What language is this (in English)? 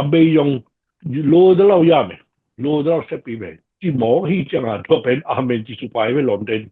Tedim Chin